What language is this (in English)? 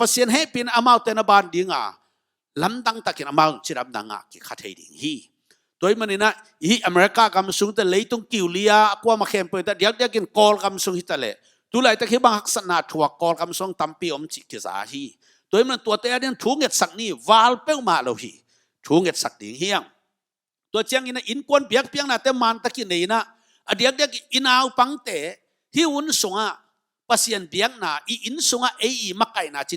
Tedim Chin